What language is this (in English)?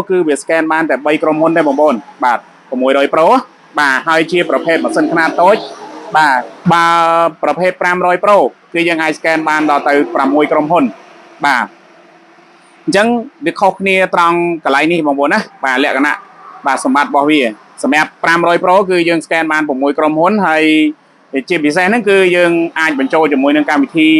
Khmer